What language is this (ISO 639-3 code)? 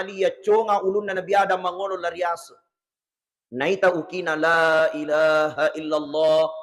bug